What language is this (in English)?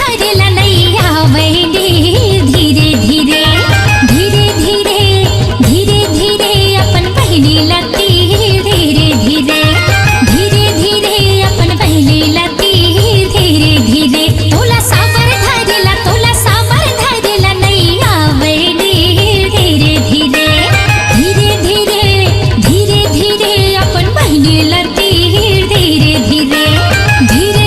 Chhattisgarhi